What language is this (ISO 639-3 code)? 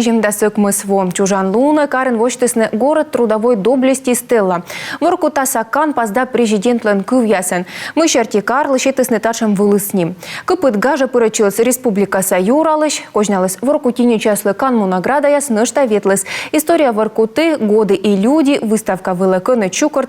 kom